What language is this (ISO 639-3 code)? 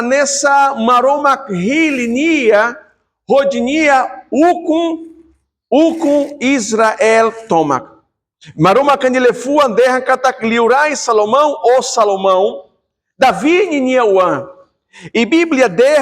tet